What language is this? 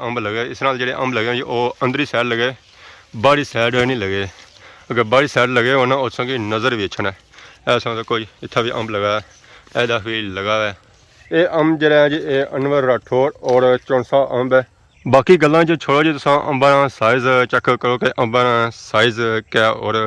Pahari-Potwari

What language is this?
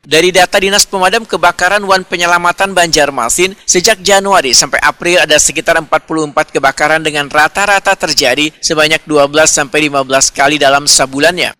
Banjar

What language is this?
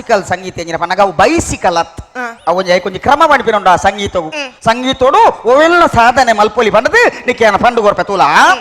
Tulu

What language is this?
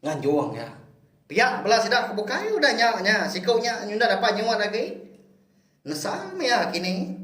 Iban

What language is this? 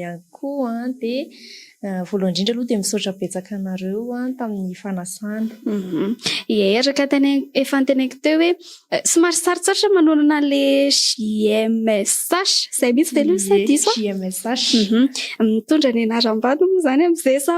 Malagasy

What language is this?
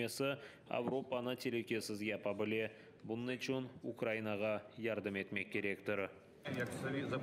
Crimean Tatar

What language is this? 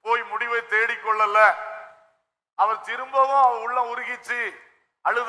Tamil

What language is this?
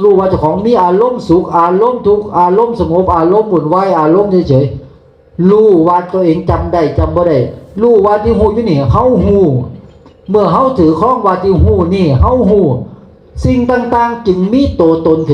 Northeastern Thai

